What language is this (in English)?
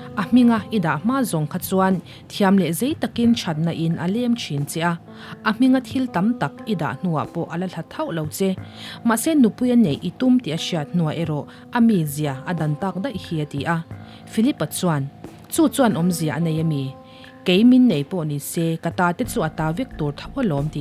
Mizo